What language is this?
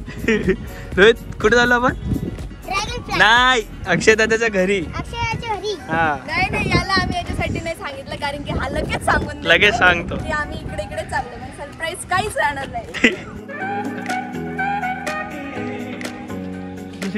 Marathi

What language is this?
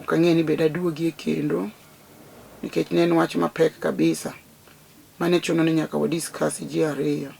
Luo (Kenya and Tanzania)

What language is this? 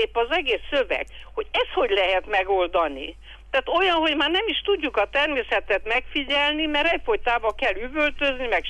Hungarian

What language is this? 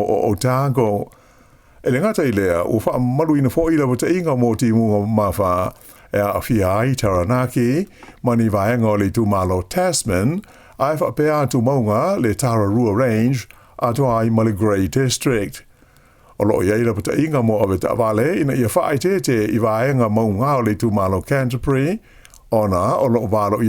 Samoan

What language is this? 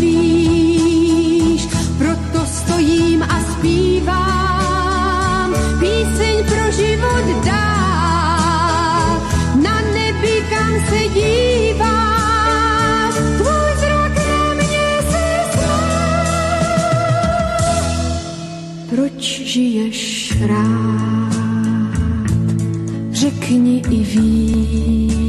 Czech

